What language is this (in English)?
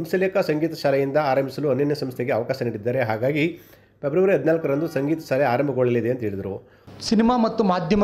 Kannada